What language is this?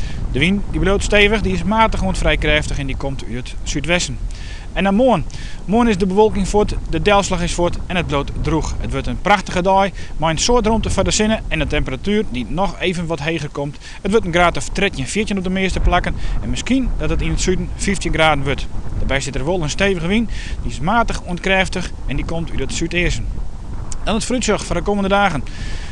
Western Frisian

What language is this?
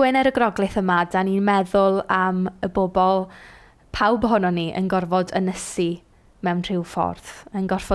Welsh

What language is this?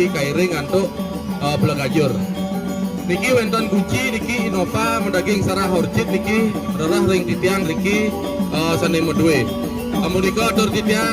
Balinese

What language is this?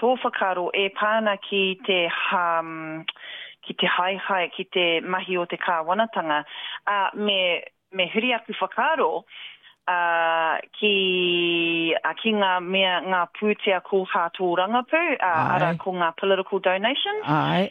Māori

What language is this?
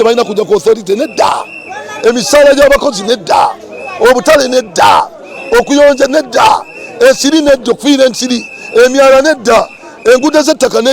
Ganda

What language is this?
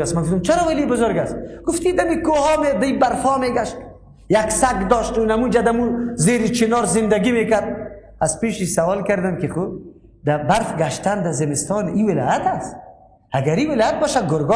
Persian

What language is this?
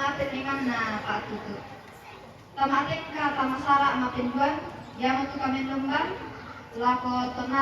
Toraja-Sa'dan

